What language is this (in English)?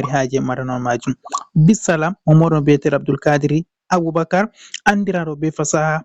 Fula